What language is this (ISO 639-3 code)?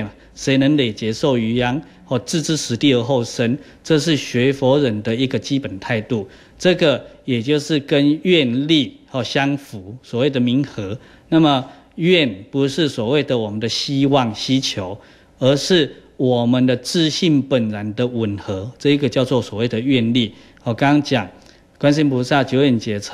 zho